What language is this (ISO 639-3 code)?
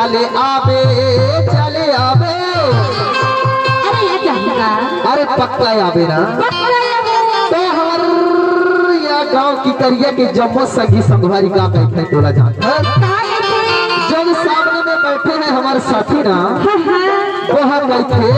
hne